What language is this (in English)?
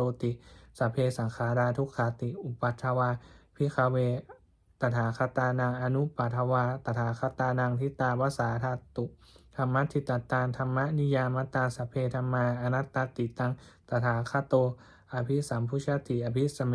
Pali